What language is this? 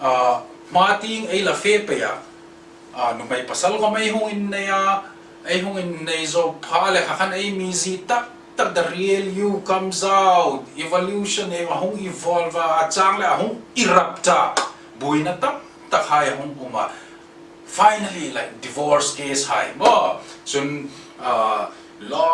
Hmar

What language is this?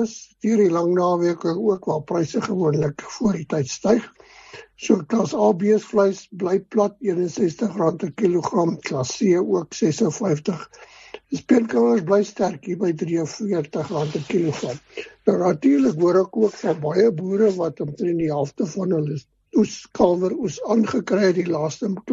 Afrikaans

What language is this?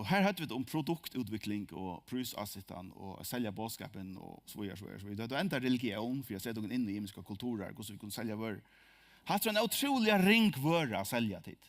Faroese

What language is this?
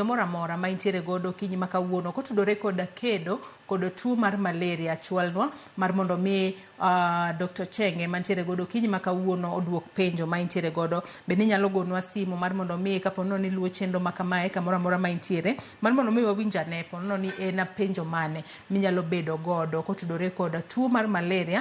Luo (Kenya and Tanzania)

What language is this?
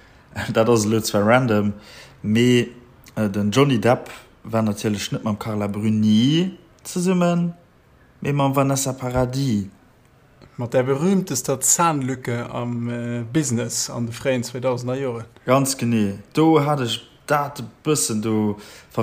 Luxembourgish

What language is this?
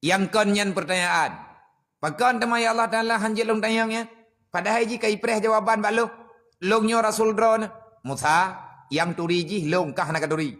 Achinese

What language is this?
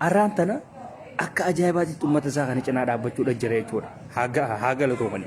Oromo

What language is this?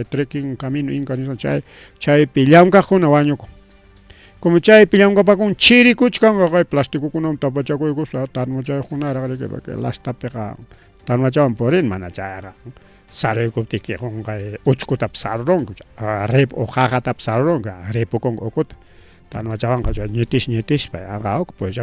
Ayacucho Quechua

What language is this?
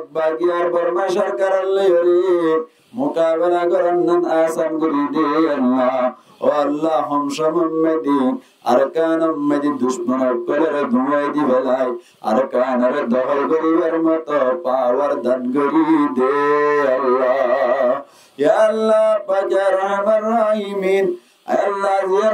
Rohingya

